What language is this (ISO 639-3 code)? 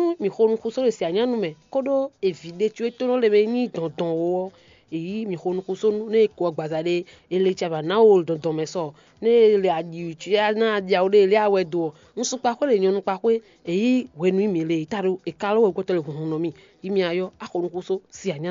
fon